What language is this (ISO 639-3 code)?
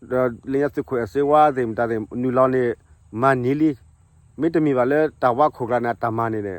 ksw